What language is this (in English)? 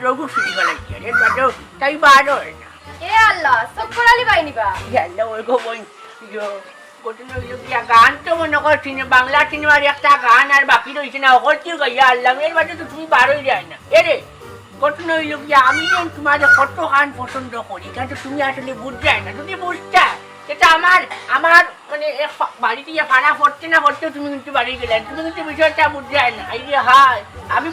Sylheti